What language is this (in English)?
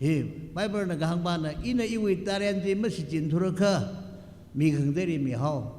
Tangkhul Naga (India)